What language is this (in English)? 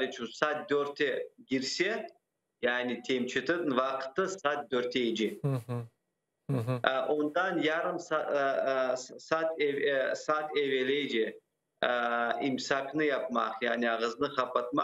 Crimean Tatar